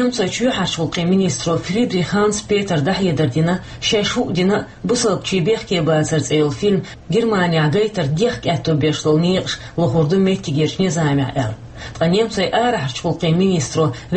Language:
Chechen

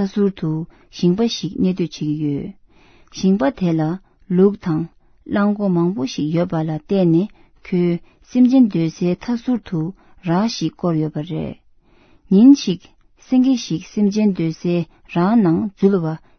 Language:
Tibetan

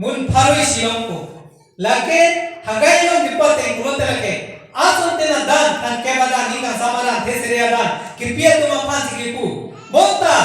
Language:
Karbi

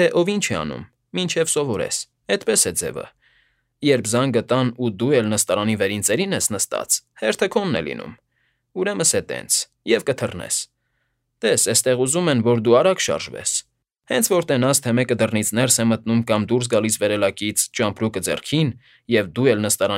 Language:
Armenian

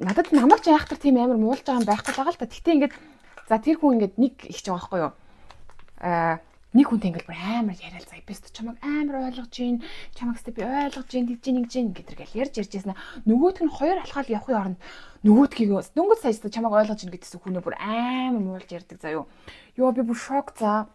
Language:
Mongolian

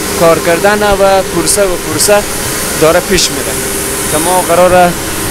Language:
Persian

